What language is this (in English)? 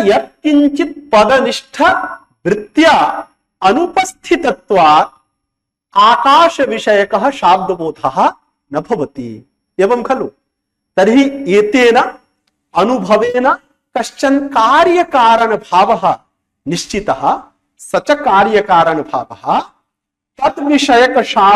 Sanskrit